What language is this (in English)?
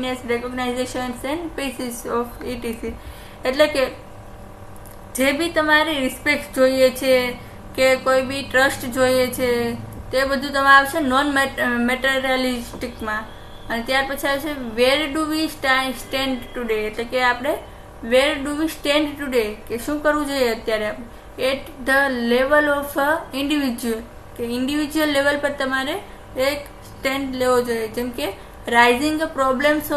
Gujarati